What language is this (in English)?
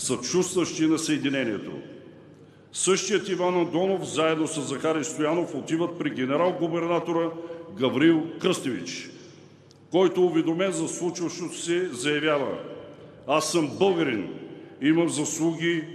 Bulgarian